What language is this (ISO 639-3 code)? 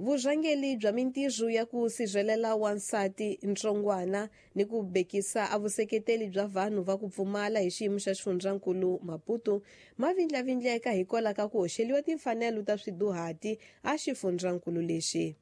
tso